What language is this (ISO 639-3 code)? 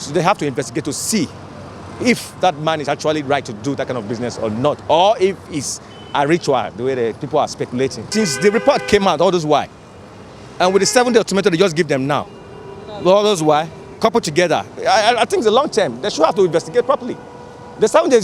pcm